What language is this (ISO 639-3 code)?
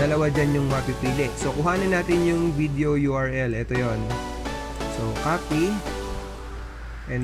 fil